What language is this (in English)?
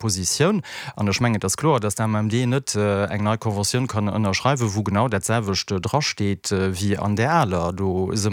Luxembourgish